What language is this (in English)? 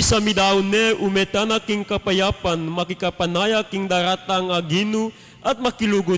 Pampanga